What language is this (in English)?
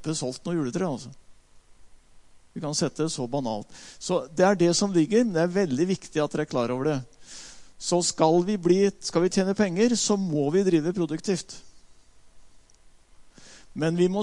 Norwegian